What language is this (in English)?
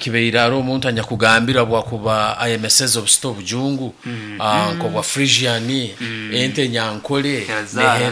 Nyankole